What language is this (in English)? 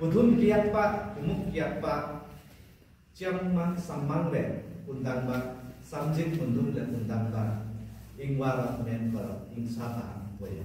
Limbu